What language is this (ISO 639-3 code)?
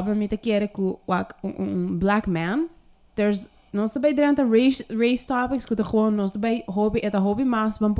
pap